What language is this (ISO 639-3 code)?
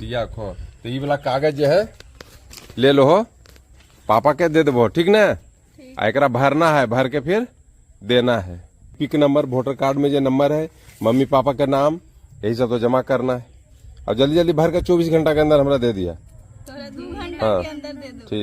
mag